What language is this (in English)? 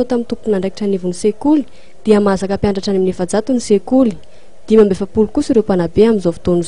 Malagasy